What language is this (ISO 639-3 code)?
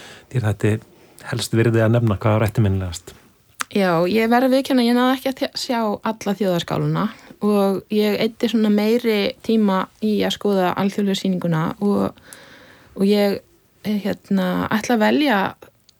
isl